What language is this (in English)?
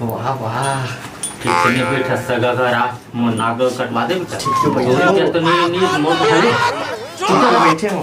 Chhattisgarhi